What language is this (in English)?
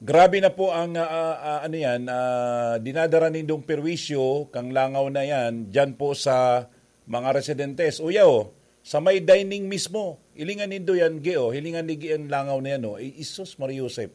Bikol